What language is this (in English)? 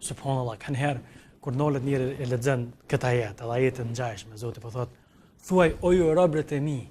Albanian